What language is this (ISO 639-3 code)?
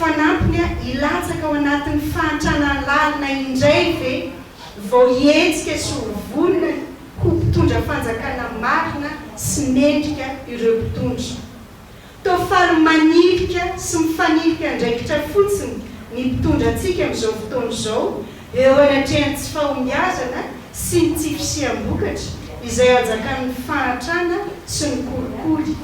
mlg